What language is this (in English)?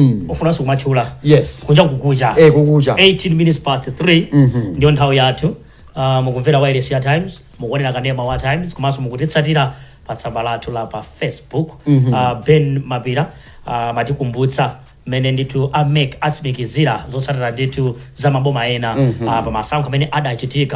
Nyanja